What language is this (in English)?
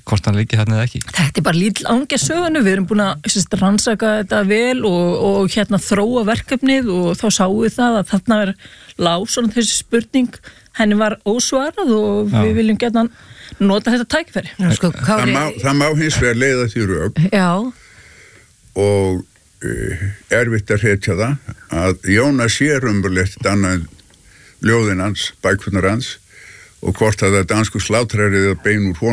Icelandic